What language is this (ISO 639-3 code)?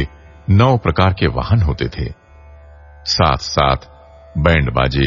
hin